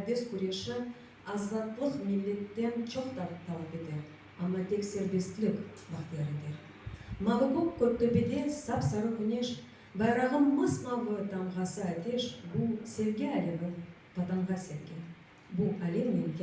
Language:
Crimean Tatar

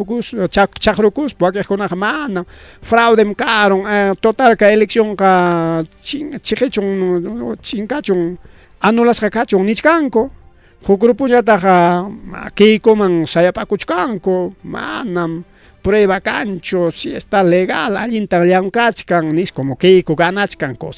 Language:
Ayacucho Quechua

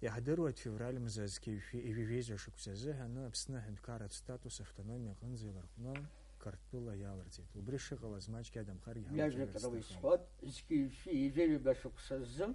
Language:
Abkhazian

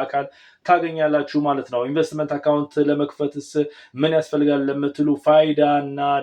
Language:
Amharic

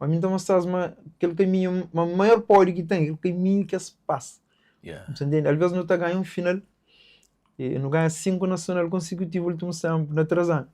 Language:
Kabuverdianu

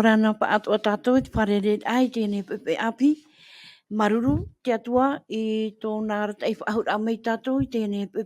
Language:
Tahitian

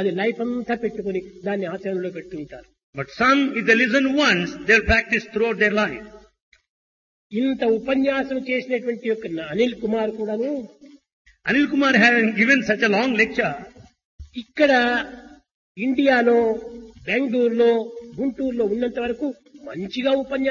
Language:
Telugu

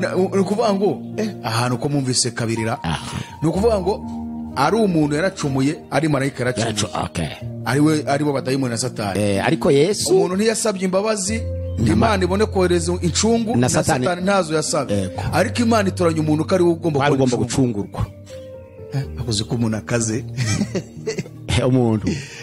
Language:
Kinyarwanda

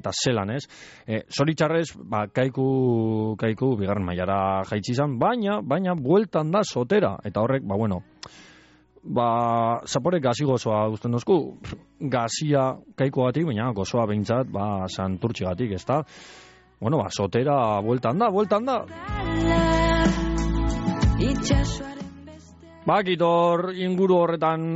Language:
Basque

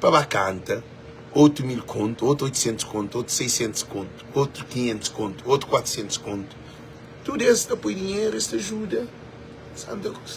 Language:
Kabuverdianu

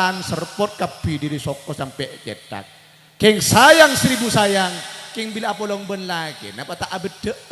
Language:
Madurese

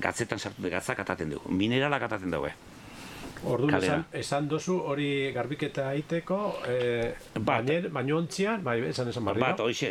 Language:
Basque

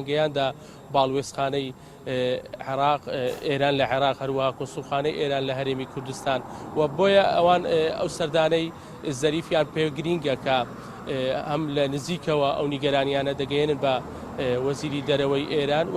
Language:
Central Kurdish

